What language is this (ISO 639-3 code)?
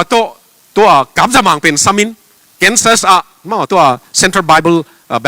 ctd